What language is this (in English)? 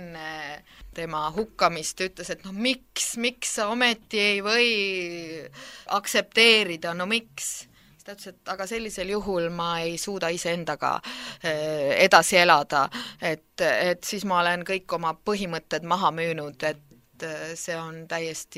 Estonian